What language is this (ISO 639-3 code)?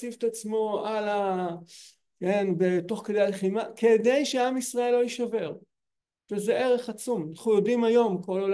heb